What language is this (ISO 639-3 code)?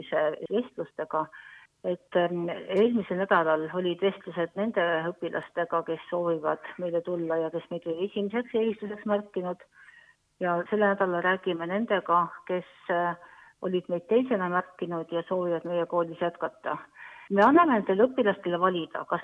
est